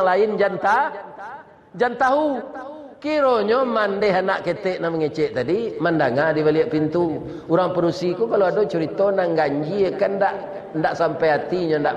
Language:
Minangkabau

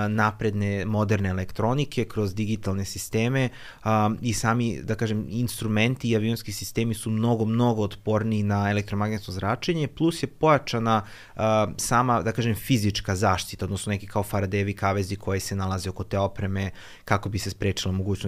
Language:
Serbian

